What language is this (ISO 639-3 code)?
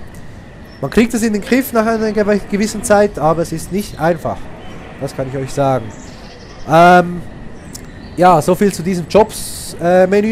gsw